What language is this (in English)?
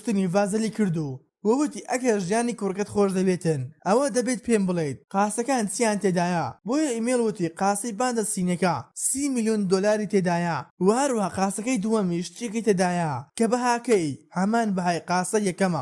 Central Kurdish